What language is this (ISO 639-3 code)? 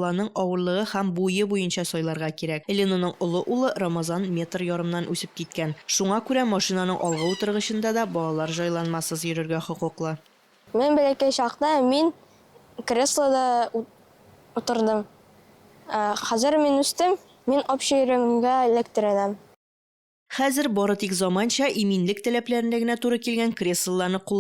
tat